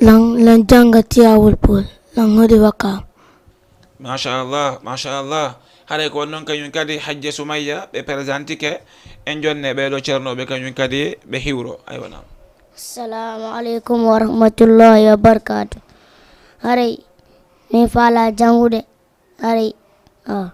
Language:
Fula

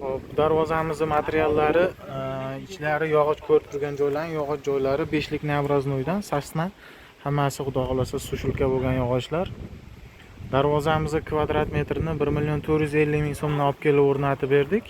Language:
Uzbek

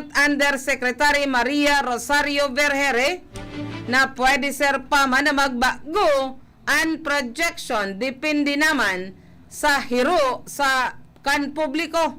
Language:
Bikol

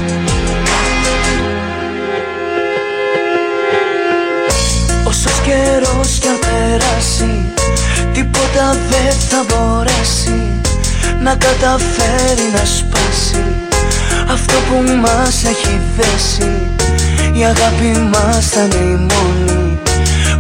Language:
Greek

